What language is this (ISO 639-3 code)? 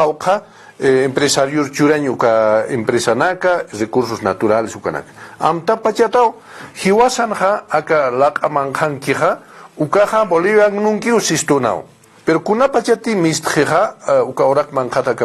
aym